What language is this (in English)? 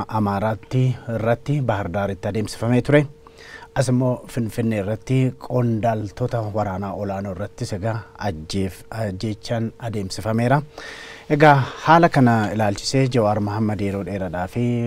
Oromo